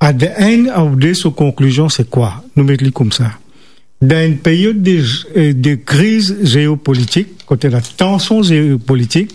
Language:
Morisyen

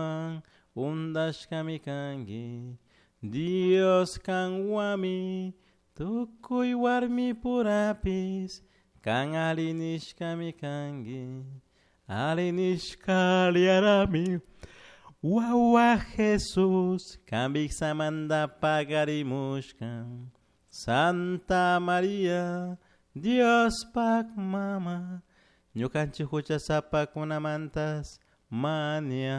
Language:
Chimborazo Highland Quichua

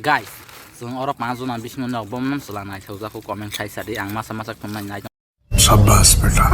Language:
Kok Borok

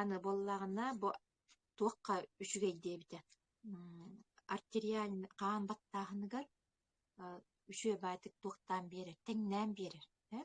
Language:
Yakut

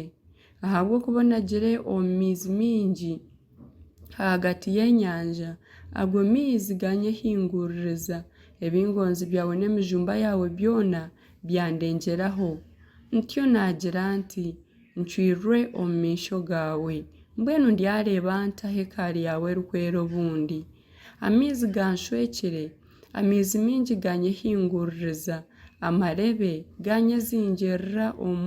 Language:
Nyankole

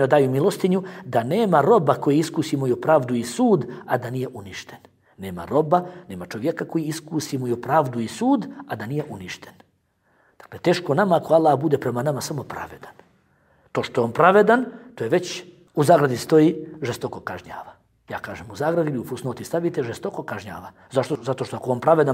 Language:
Bosnian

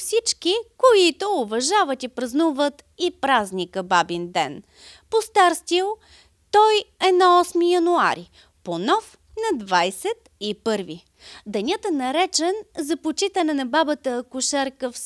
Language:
Bulgarian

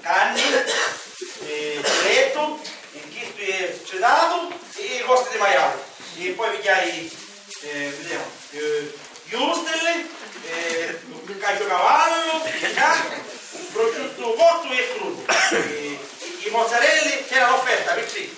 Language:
Sicilian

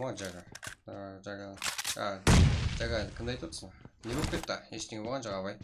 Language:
Kara-Kalpak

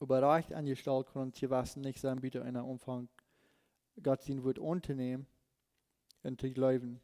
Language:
Plautdietsch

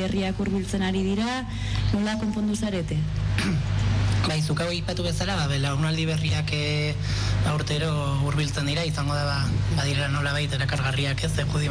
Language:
Basque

